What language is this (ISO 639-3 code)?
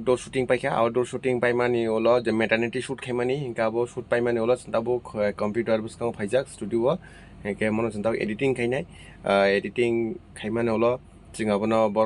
trp